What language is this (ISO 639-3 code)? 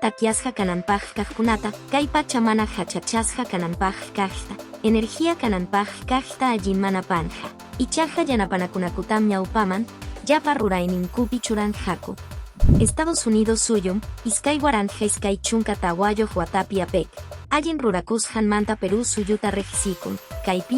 que